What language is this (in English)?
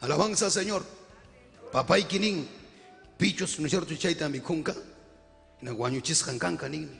Ayacucho Quechua